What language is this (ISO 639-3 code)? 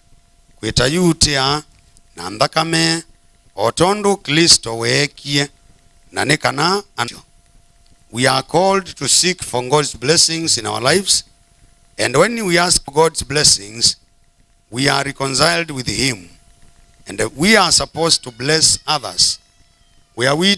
kam